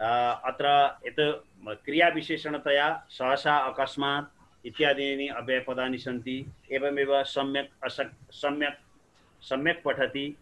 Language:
Sanskrit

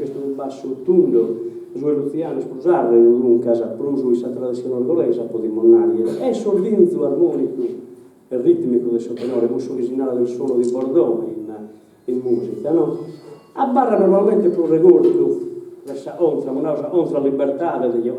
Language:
Sardinian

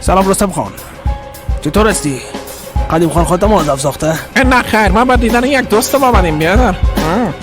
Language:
Persian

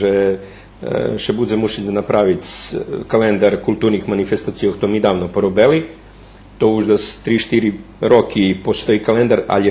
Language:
Rusyn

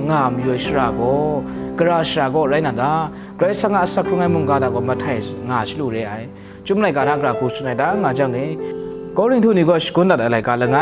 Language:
Kachin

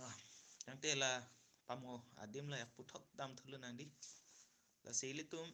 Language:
Karbi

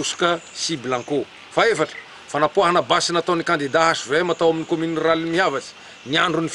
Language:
Malagasy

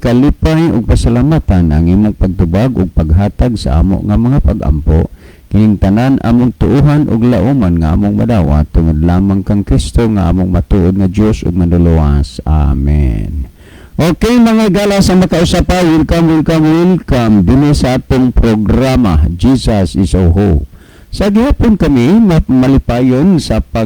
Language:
Cebuano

